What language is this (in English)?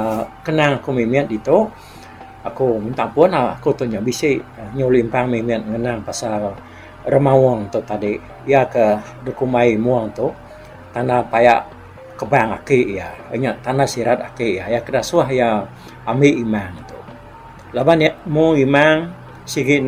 Iban